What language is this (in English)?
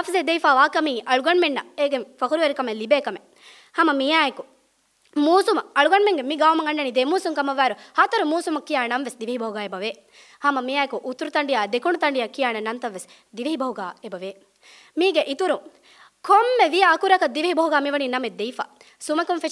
Divehi